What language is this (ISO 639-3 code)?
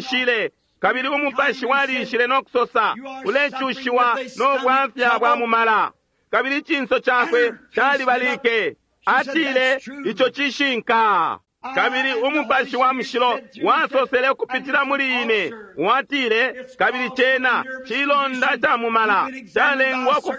bem